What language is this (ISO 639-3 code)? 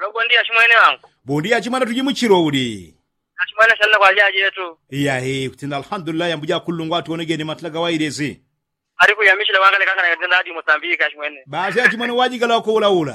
yao